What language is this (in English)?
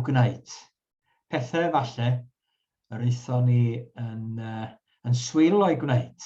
Welsh